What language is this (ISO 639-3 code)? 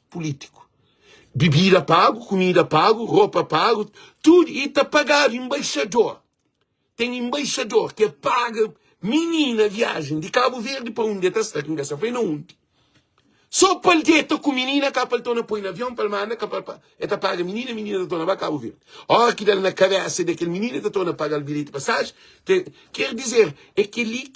kea